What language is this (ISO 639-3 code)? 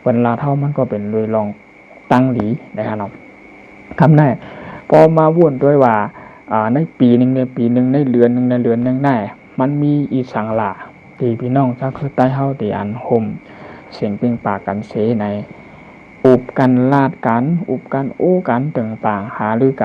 shn